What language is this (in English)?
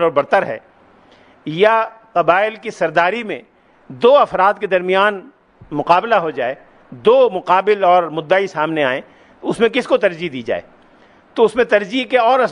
Urdu